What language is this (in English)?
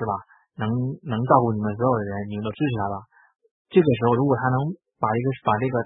Chinese